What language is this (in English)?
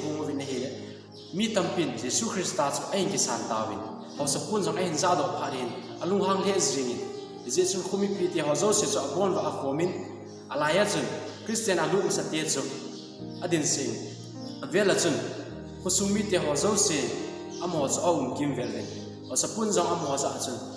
Thado Chin